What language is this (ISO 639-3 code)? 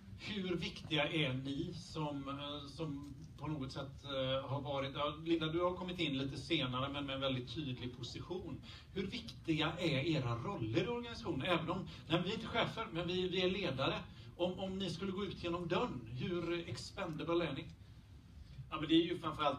swe